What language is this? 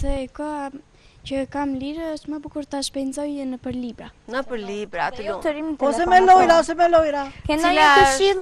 Albanian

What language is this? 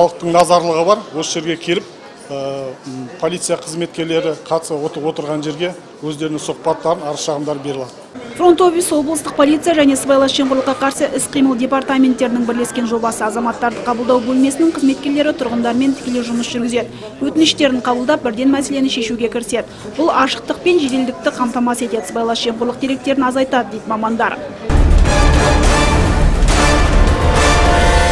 Kazakh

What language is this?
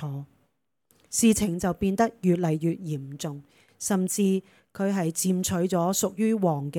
Cantonese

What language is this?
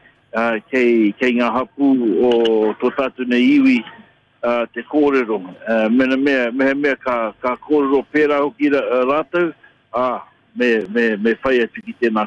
Māori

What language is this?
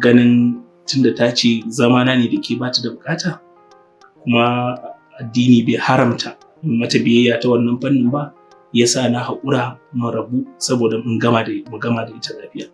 Hausa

